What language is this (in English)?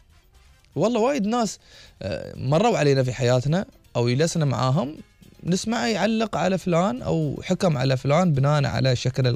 Gulf Arabic